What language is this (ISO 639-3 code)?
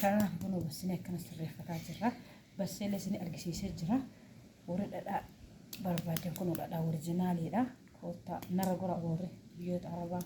orm